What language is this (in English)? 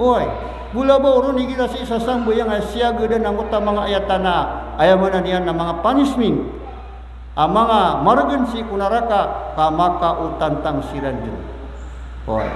Maranao